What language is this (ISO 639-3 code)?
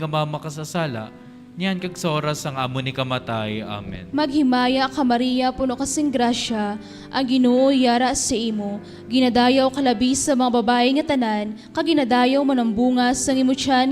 hil